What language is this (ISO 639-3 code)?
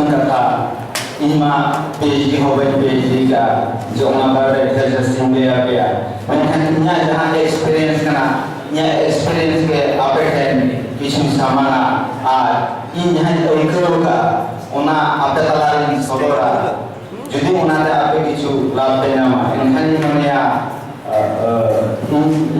sat